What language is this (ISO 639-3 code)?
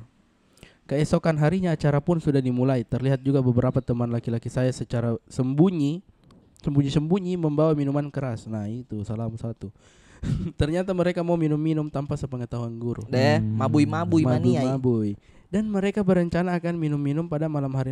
mfp